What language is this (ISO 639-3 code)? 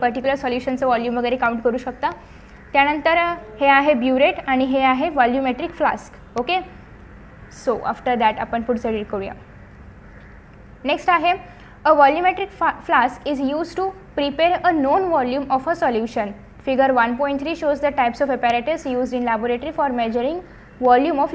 mar